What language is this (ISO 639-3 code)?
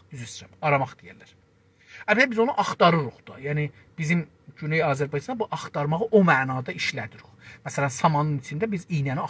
azb